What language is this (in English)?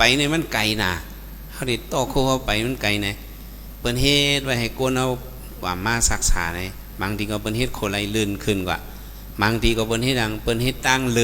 Shan